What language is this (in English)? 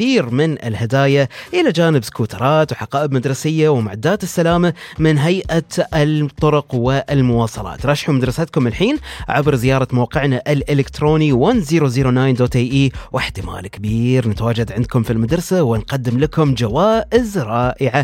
Gulf Arabic